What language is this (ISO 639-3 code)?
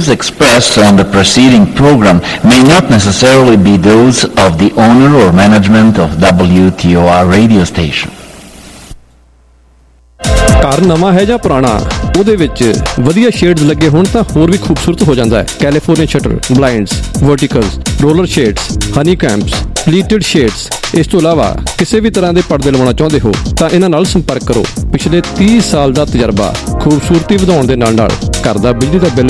pan